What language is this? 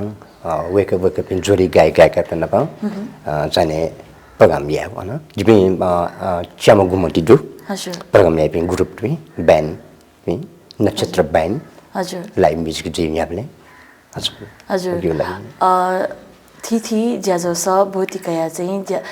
Newari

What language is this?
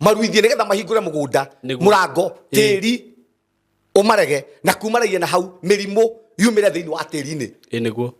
Kikuyu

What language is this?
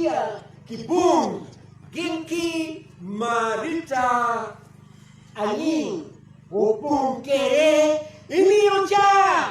Acoli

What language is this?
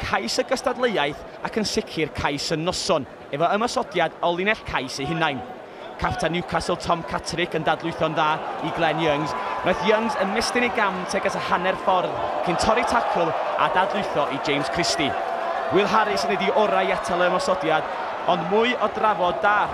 Welsh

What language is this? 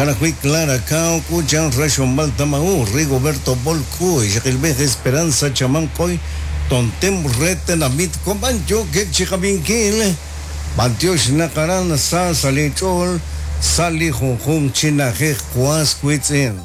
Kekchí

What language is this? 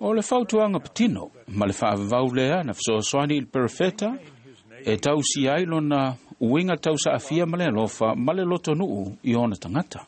Samoan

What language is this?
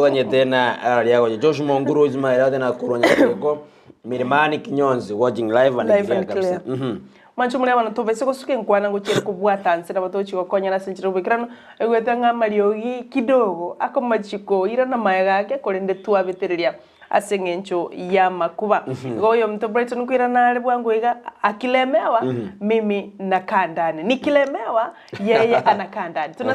Gusii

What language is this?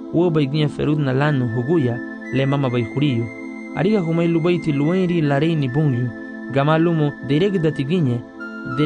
Garifuna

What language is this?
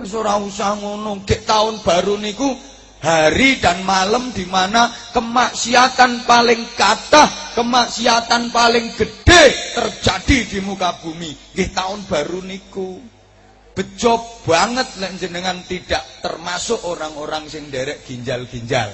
Javanese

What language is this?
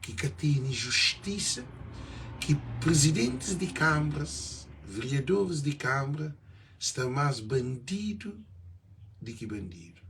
Kabuverdianu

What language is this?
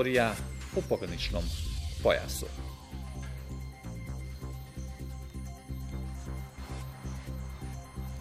Bosnian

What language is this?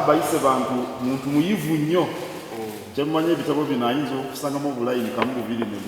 Soga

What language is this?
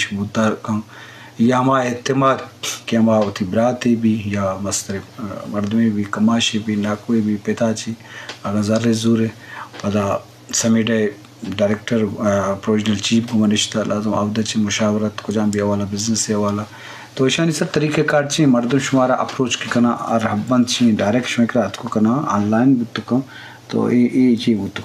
Eastern Balochi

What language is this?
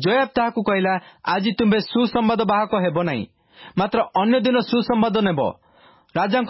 Odia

